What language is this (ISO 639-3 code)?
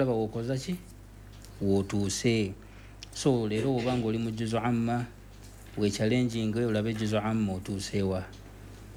lug